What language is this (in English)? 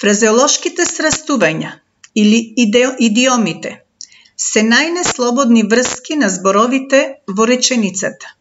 Macedonian